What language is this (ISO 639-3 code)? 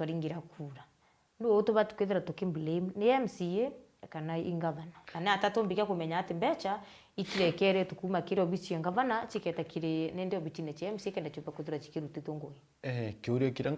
mer